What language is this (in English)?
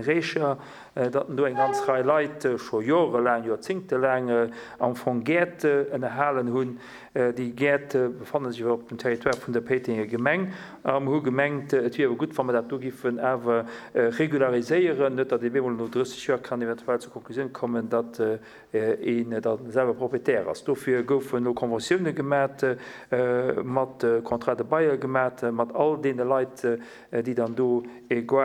Luxembourgish